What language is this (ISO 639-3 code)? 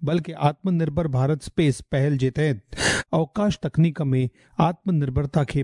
snd